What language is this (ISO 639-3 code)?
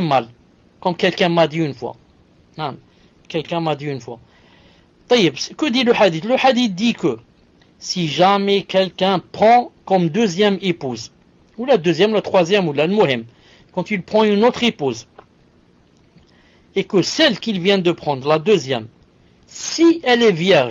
fra